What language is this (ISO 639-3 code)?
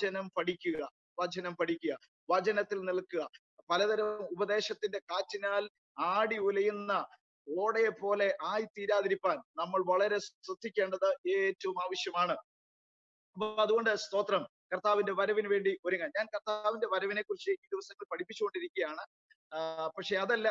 mal